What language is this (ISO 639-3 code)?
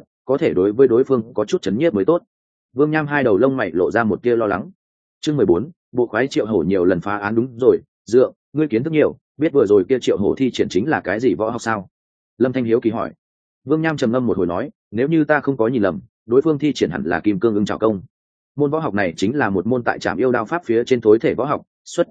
vie